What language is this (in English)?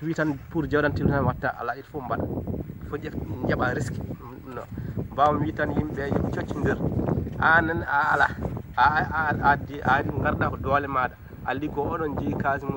Fula